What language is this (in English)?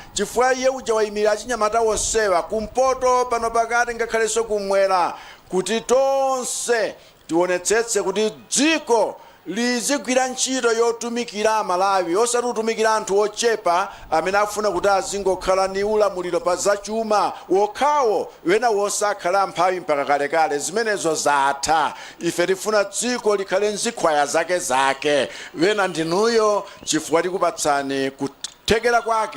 Nyanja